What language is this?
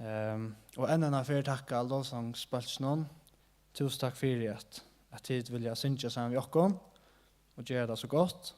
Faroese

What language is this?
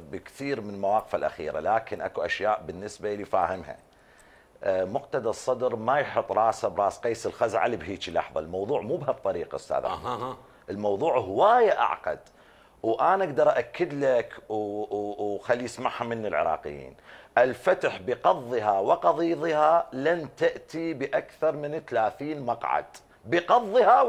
Mesopotamian Arabic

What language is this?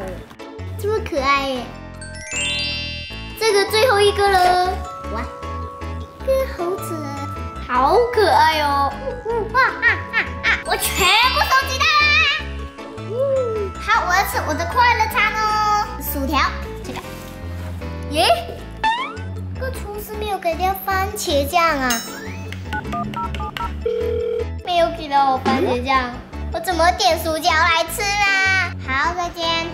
Chinese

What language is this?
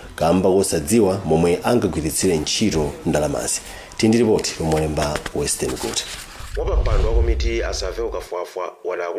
Nyanja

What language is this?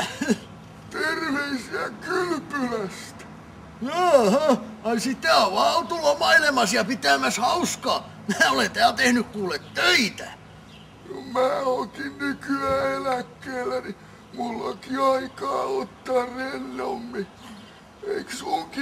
Finnish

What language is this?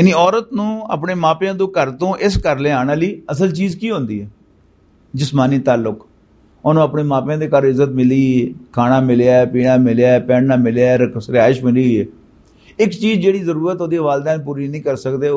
Western Panjabi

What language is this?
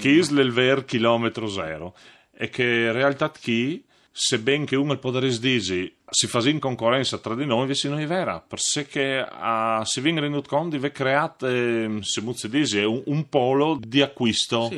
Friulian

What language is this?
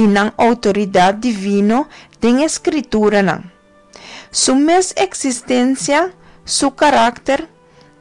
Papiamento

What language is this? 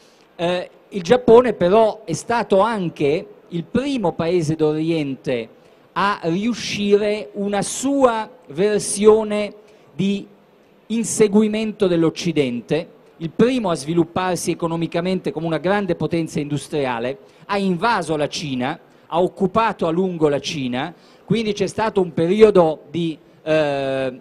Italian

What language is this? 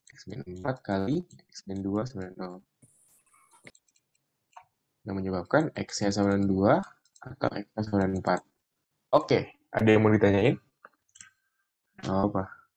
Indonesian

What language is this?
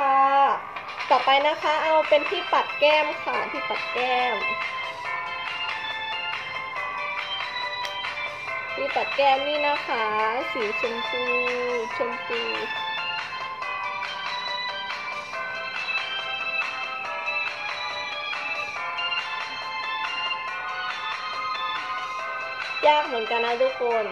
Thai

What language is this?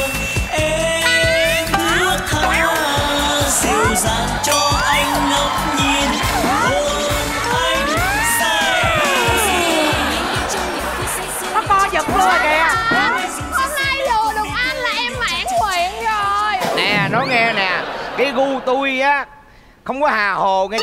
Vietnamese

